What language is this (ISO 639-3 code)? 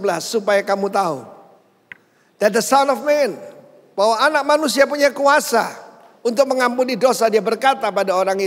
ind